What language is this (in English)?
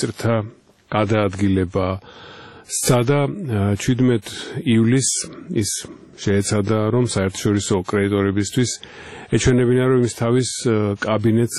Georgian